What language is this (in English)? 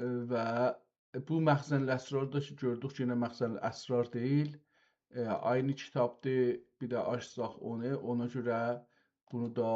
South Azerbaijani